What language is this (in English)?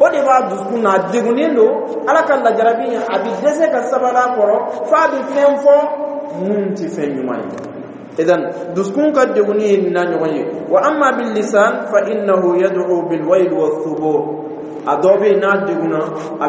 Dyula